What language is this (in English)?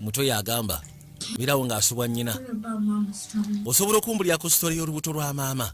Ganda